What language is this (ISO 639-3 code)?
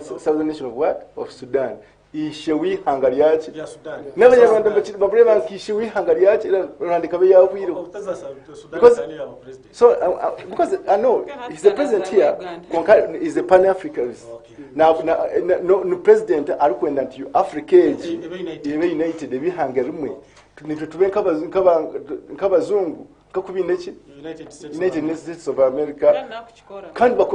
nyn